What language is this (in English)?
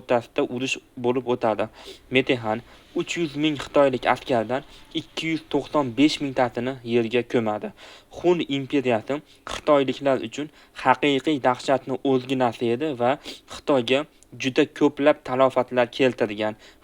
Uzbek